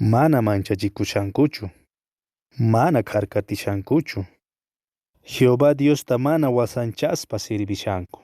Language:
Quechua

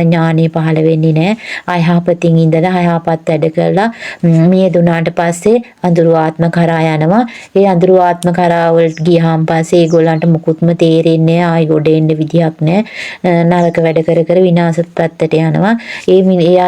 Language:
Sinhala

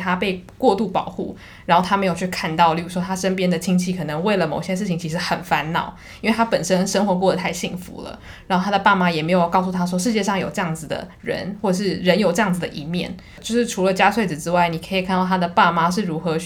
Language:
Chinese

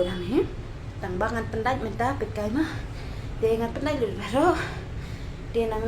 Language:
Khasi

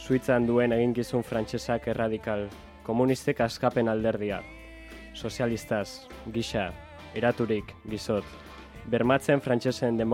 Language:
Basque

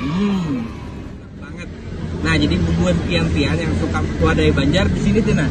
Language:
Banjar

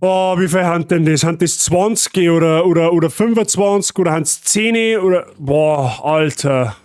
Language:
Bavarian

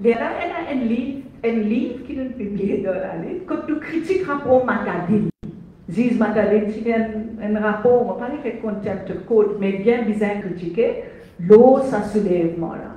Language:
Morisyen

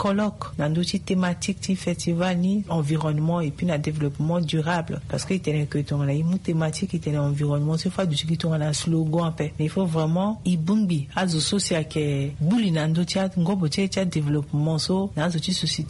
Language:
Sango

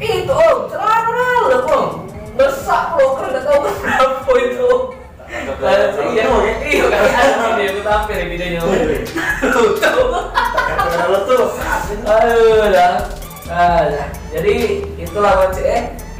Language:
Musi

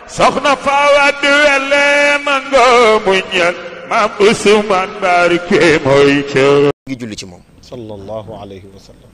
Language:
Wolof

